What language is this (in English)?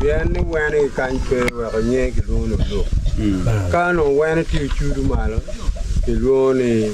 Acoli